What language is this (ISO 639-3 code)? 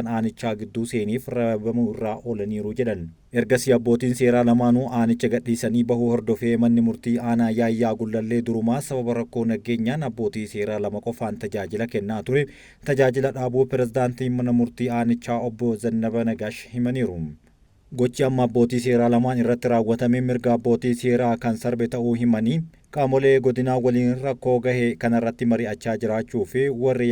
orm